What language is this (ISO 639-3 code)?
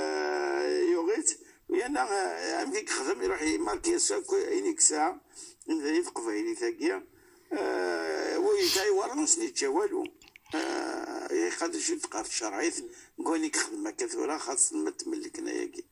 ary